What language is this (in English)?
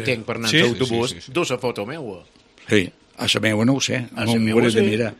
Catalan